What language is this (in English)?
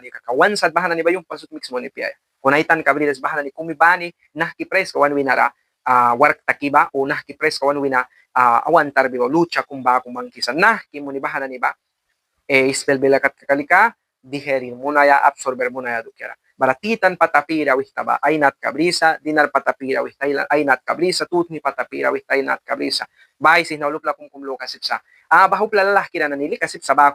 Mískito